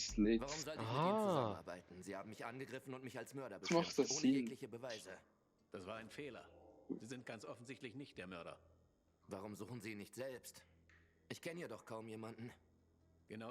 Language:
Swiss German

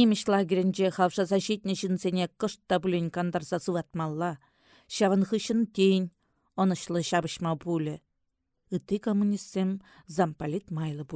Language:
Chuvash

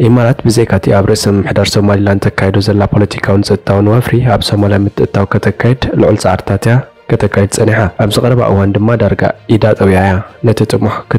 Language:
Tigrinya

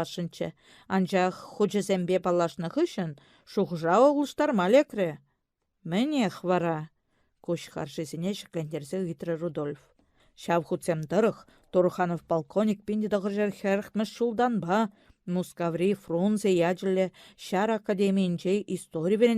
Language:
Chuvash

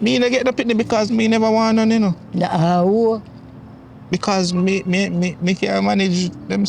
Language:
Jamaican Creole English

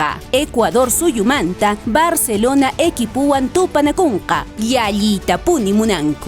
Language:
Quechua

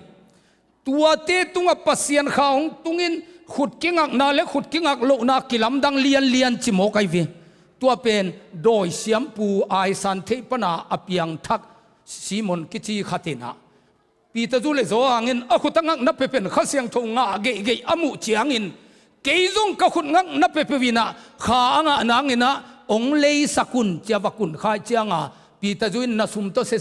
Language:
Tedim Chin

